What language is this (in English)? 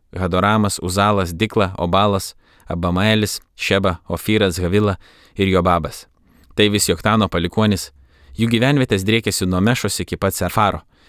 Lithuanian